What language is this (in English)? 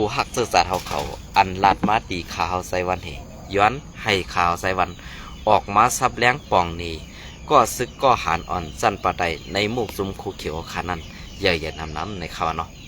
Shan